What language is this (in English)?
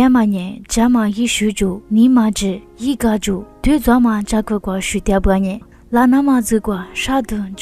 Lisu